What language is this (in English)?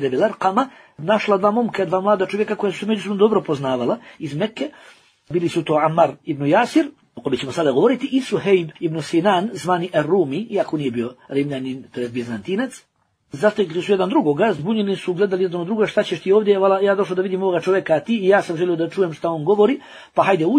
Bosnian